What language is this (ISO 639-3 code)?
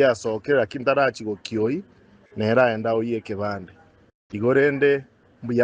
guz